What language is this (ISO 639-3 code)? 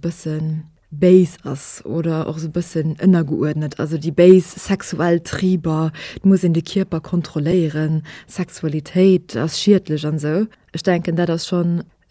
ltz